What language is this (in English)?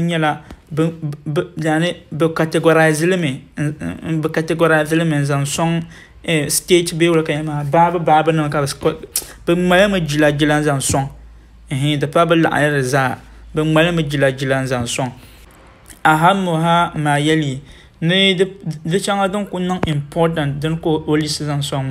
Dagbani